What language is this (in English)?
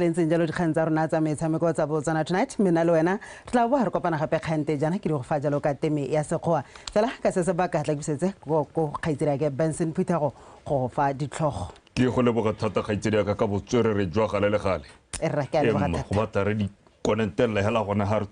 Tswana